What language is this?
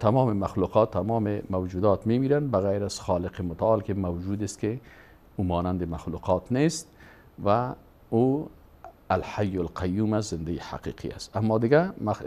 Persian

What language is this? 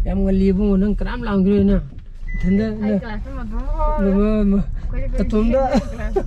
Manipuri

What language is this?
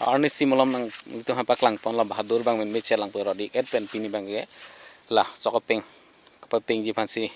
Karbi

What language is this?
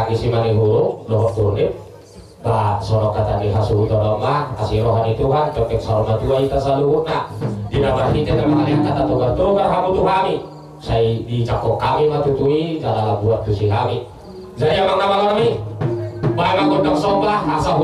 Batak Toba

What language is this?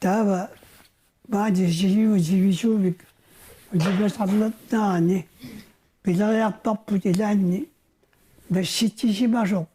Kalaallisut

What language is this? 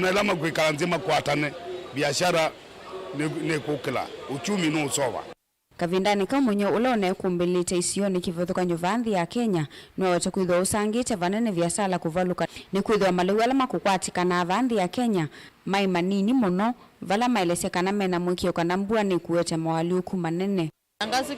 Kamba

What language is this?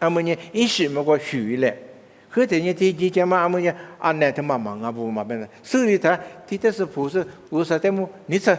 Lisu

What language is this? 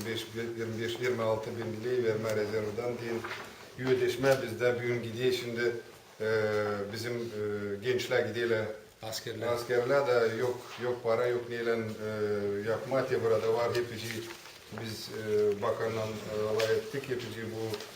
Gagauz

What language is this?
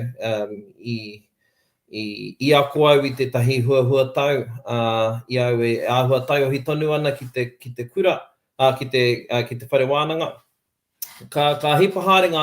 Māori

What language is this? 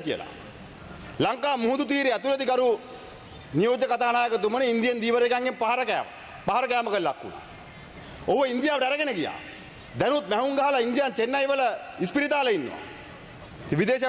Sinhala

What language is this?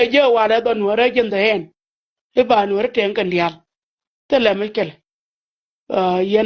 Nuer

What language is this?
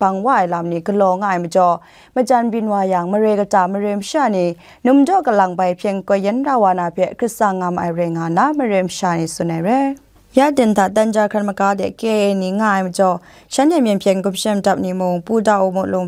Kachin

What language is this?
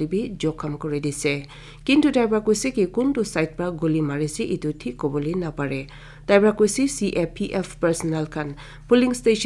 Naga Pidgin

